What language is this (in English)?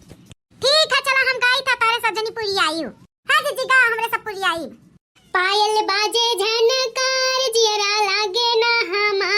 Bhojpuri